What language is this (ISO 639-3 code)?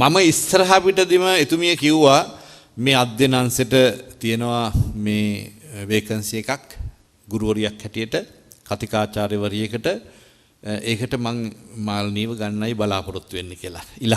sin